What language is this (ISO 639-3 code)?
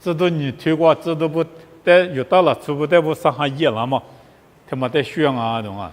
lis